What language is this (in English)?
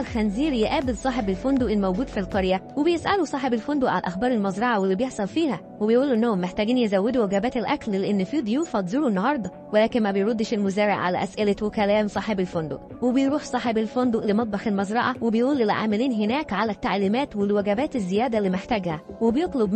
Egyptian Arabic